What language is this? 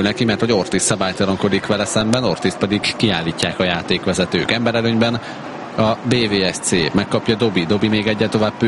Hungarian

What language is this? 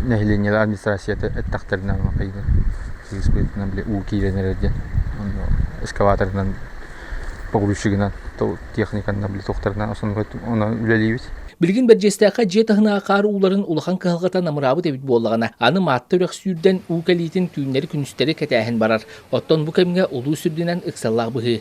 Yakut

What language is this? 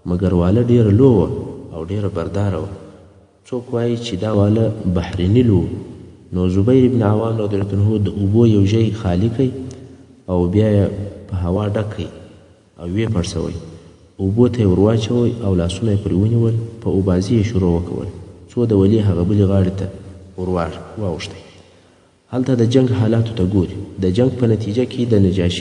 Pashto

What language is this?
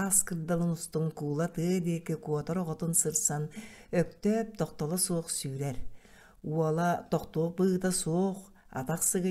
Yakut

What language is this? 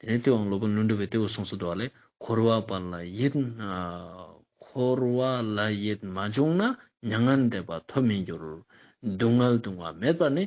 Ladakhi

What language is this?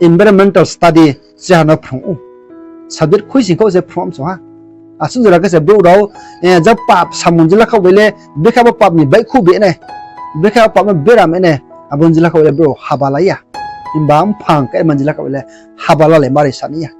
Riang (India)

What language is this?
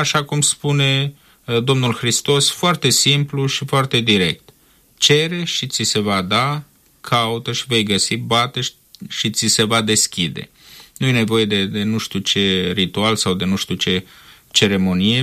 Romanian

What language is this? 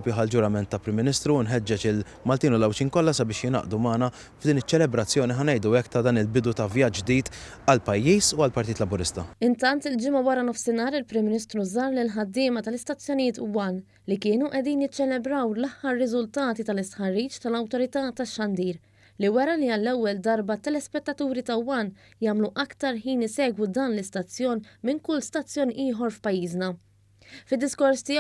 Maltese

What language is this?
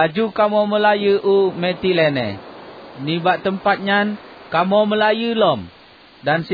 Achinese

